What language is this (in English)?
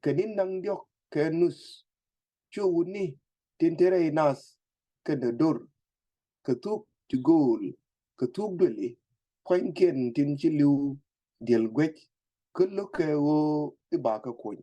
Nuer